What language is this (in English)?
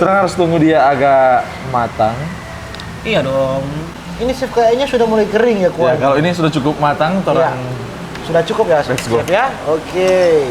Manado Malay